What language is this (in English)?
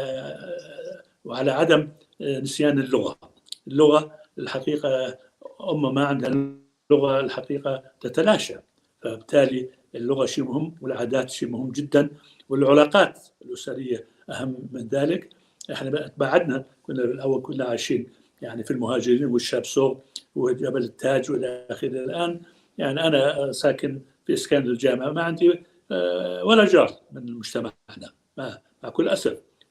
North Levantine Arabic